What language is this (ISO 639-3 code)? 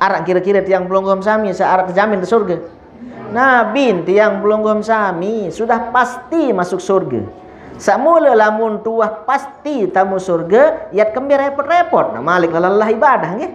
sas